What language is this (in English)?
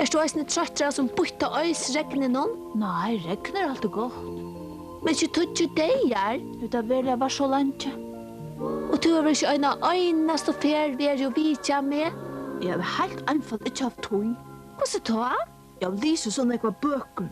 Faroese